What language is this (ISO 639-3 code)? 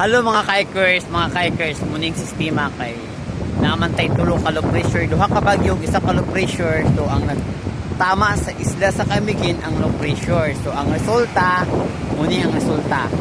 ceb